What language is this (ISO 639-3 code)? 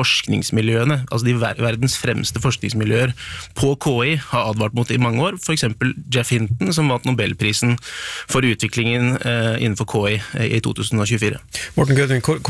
nor